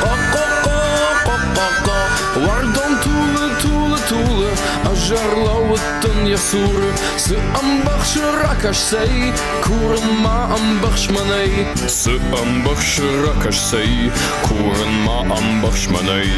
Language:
Ossetic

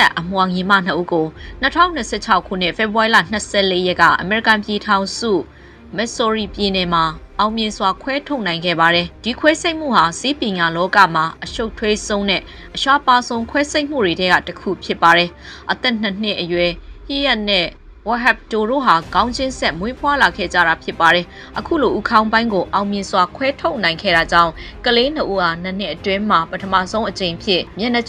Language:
Burmese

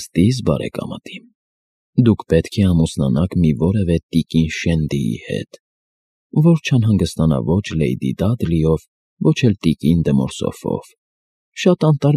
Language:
Armenian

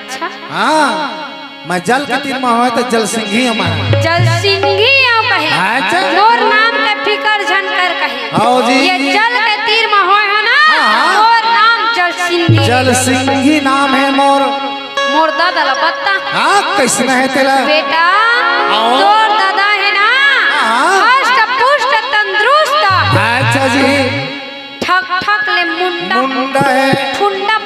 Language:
Chhattisgarhi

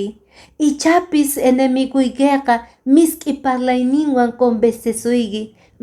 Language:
Quechua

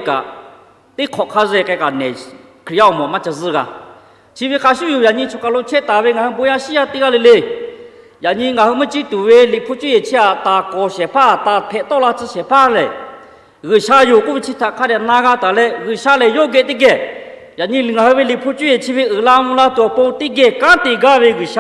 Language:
Lahu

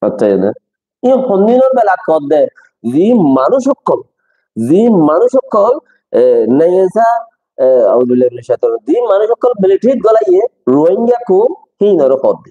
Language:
Rohingya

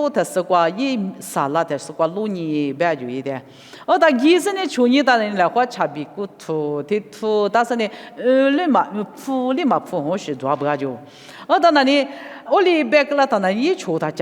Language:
Lisu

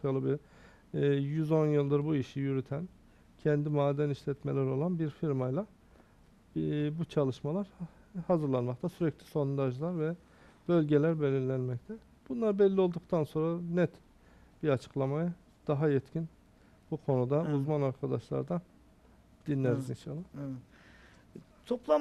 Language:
Turkish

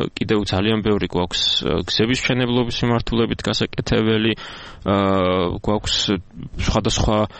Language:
Georgian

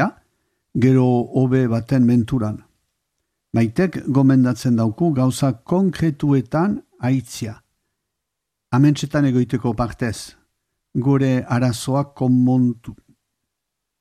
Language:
Basque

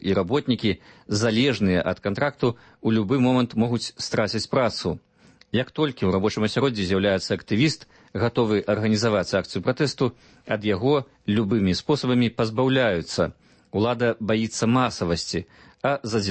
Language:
Belarusian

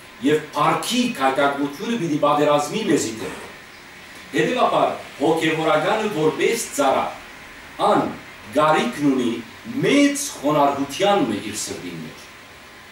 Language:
Western Armenian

